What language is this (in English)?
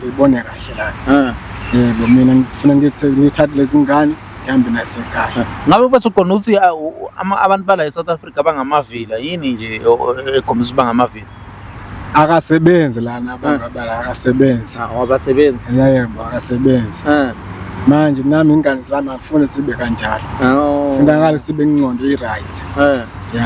Zulu